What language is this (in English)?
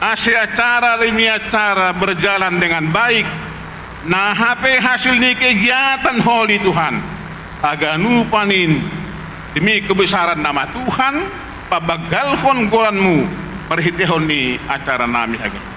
Batak Simalungun